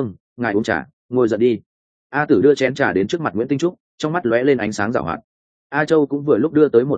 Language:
Vietnamese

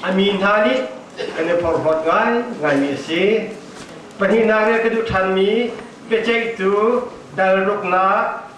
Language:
Hakha Chin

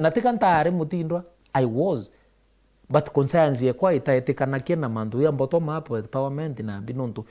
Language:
Meru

